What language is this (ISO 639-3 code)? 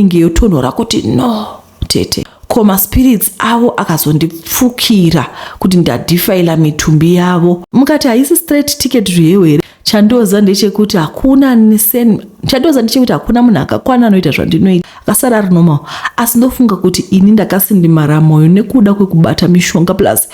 sna